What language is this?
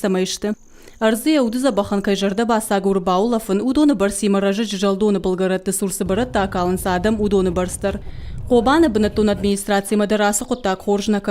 Ossetic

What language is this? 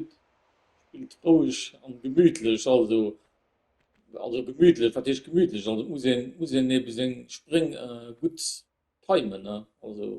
Luxembourgish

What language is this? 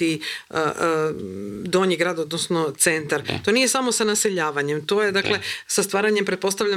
Croatian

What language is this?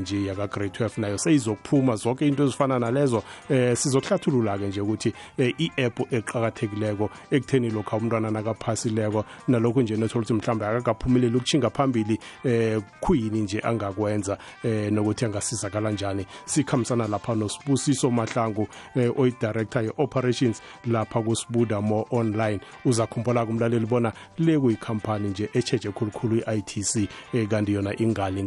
South Ndebele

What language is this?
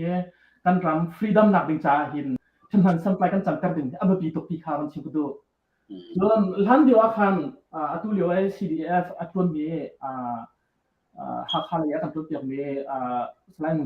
Hakha Chin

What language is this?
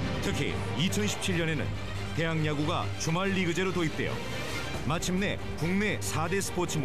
Korean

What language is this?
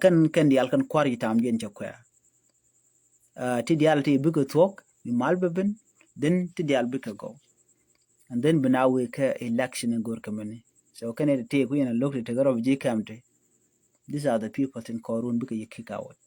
Nuer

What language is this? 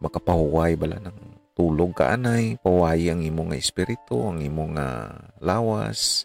Hiligaynon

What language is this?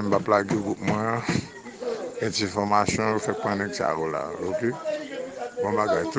Haitian Creole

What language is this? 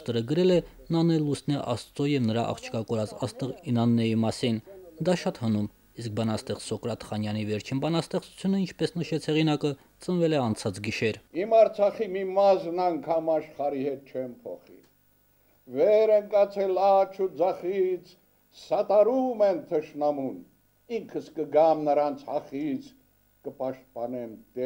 Armenian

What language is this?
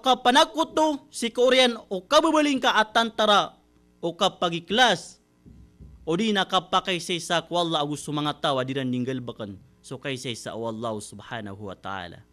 Maranao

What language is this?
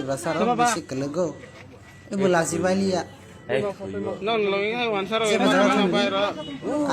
Kok Borok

